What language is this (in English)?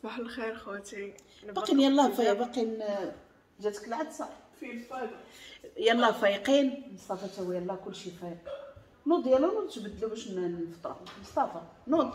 Moroccan Arabic